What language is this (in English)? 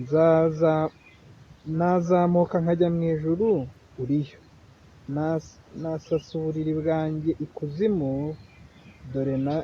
Kinyarwanda